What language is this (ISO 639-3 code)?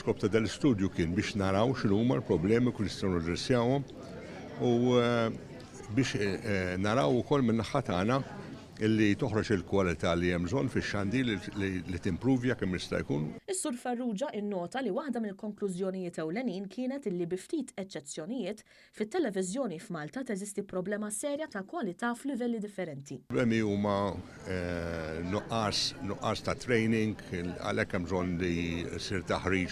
mlt